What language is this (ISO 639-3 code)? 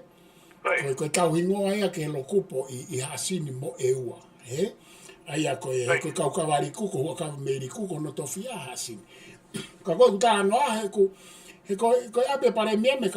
ton